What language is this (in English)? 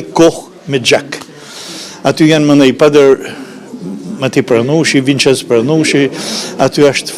Albanian